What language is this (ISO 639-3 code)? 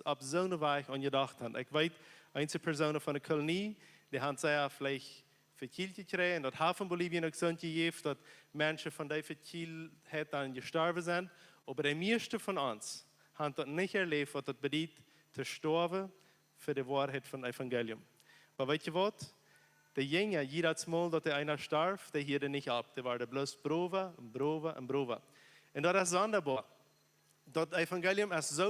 pdt